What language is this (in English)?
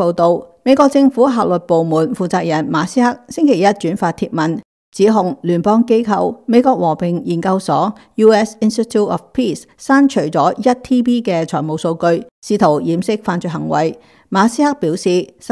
Cantonese